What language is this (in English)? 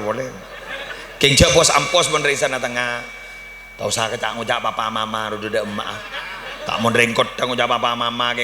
Madurese